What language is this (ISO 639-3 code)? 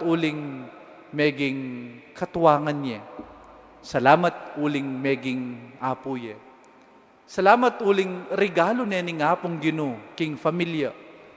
pam